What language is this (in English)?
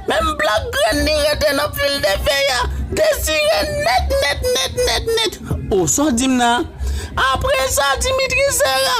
Haitian Creole